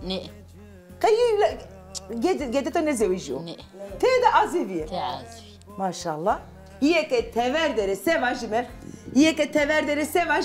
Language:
Zaza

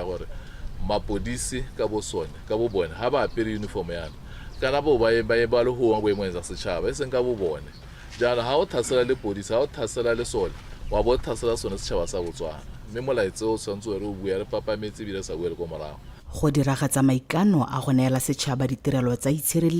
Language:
Tswana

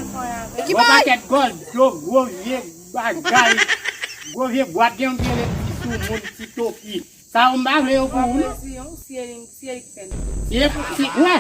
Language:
Haitian Creole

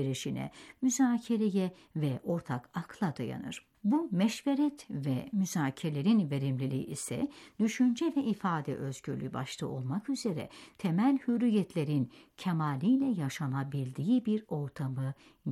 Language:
Turkish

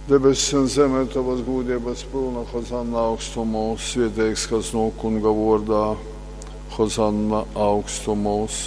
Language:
Latgalian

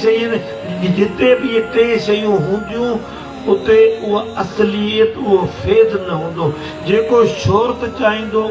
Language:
Sindhi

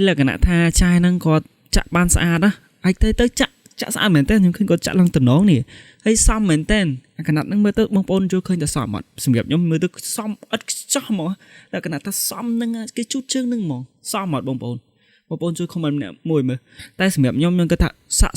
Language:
Khmer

